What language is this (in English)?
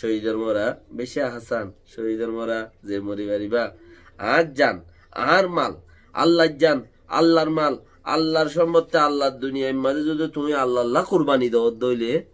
Rohingya